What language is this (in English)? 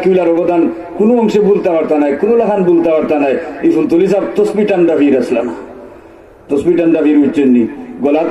Sylheti